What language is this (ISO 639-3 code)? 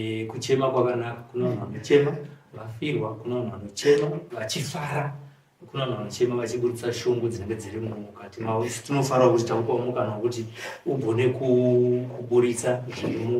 sna